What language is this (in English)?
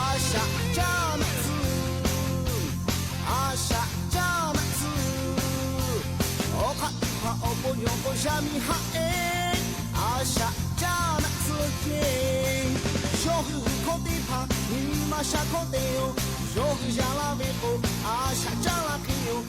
Lahu